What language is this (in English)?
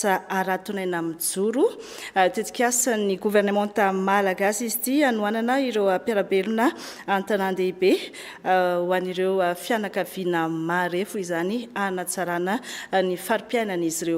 Malagasy